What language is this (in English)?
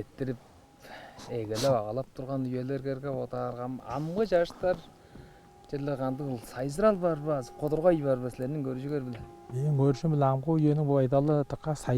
Tuvinian